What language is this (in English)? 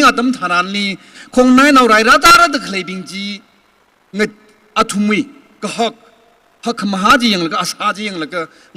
Tangkhul Naga (India)